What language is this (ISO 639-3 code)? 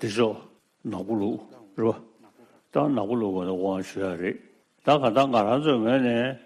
bod